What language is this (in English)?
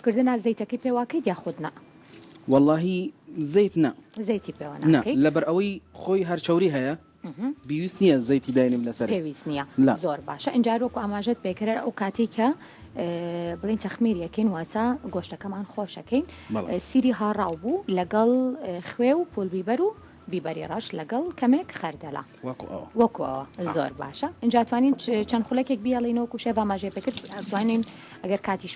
Central Kurdish